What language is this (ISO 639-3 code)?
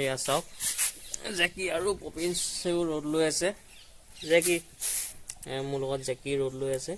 asm